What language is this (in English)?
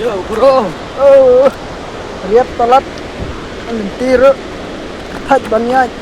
Khasi